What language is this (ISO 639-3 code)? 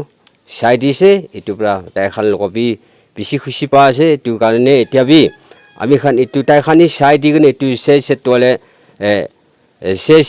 nag